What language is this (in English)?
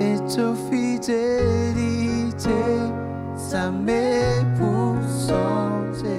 Morisyen